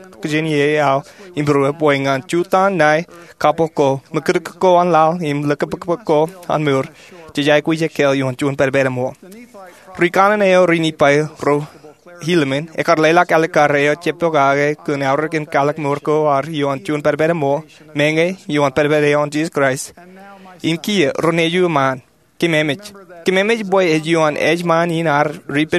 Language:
Marshallese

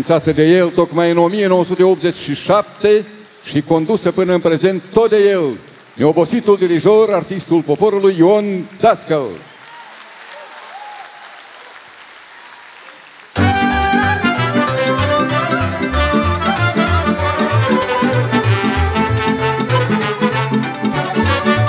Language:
Romanian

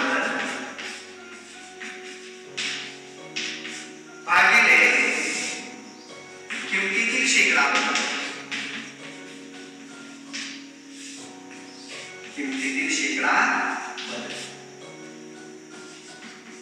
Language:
Marathi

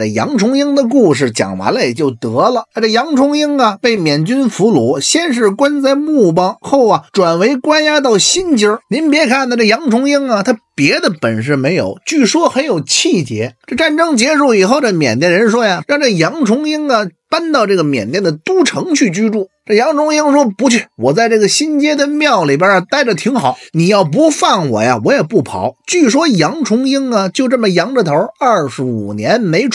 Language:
Chinese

